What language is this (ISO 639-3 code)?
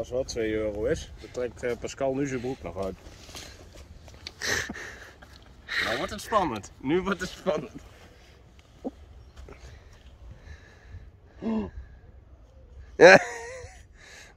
nld